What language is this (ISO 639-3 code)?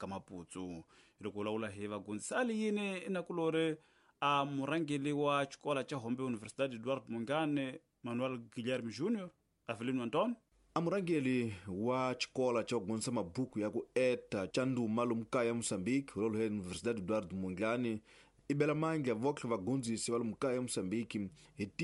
tso